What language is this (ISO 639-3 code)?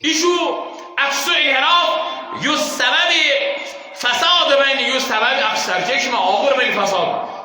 kas